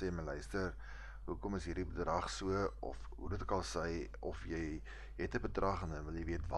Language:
Afrikaans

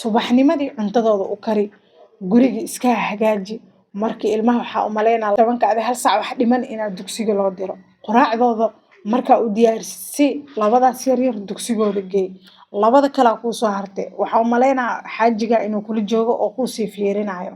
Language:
Somali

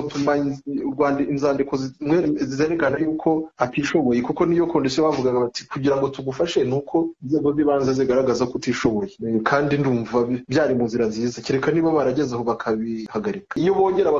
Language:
Kinyarwanda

